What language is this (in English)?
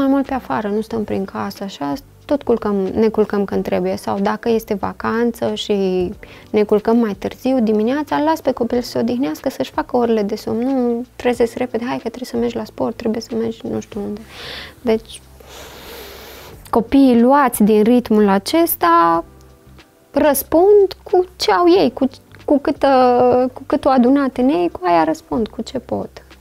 Romanian